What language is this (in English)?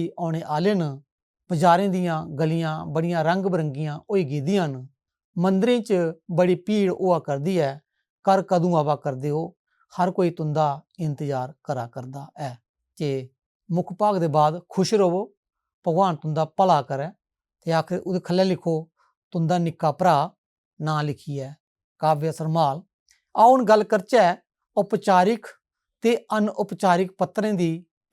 Dogri